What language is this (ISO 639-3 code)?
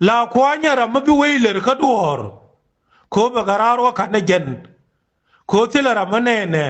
nus